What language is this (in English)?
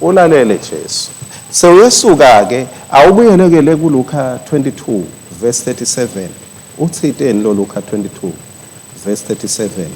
Swati